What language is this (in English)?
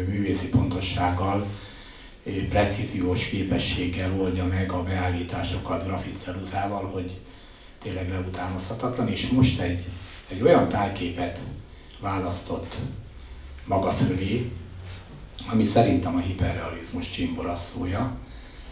Hungarian